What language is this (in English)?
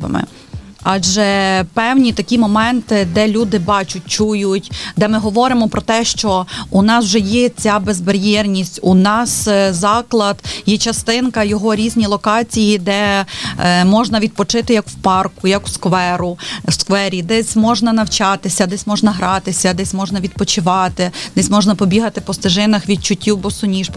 Ukrainian